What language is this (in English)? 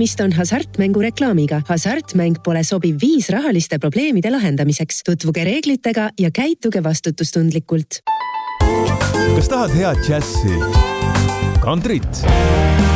Estonian